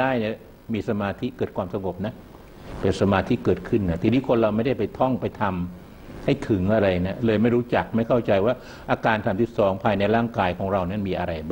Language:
Thai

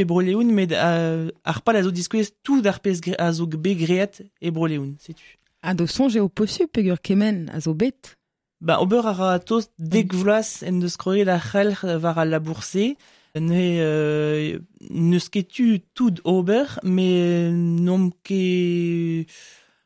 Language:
Breton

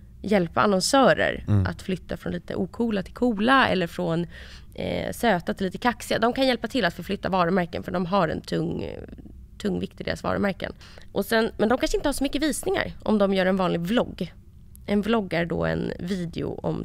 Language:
Swedish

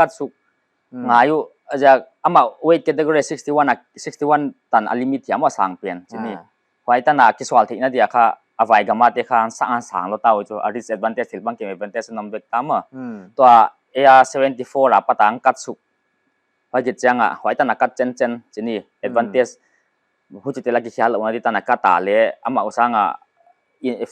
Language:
Paite Chin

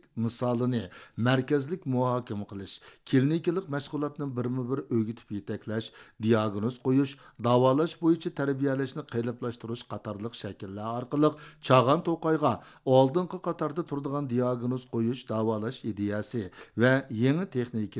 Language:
Uyghur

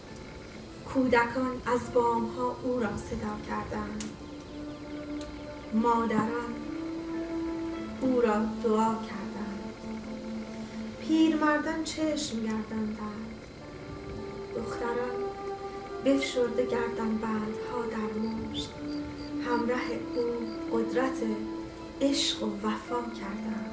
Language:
Persian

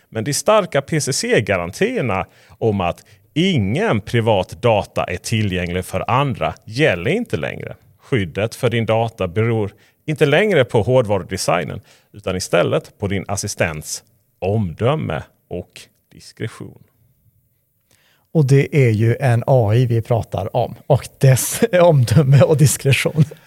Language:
Swedish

